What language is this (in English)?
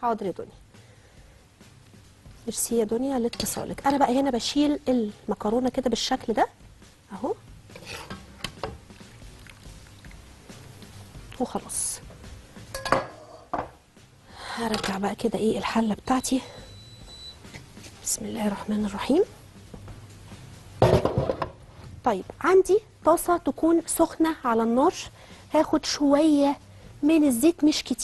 Egyptian Arabic